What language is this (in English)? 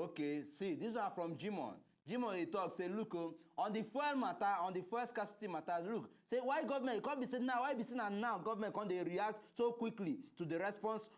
Nigerian Pidgin